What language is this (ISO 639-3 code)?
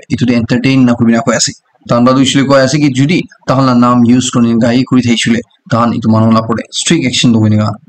nag